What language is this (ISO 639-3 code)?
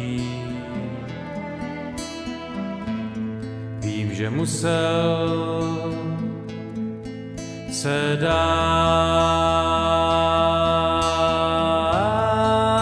ces